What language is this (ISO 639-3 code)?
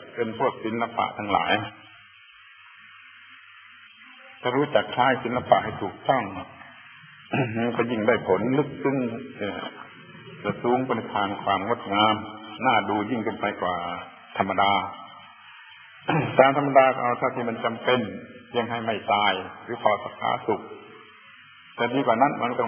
tha